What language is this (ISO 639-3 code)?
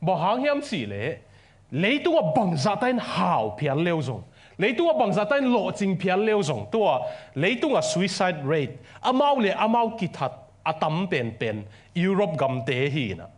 ctd